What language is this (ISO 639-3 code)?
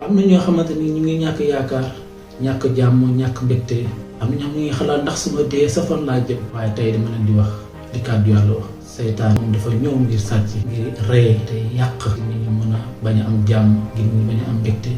wol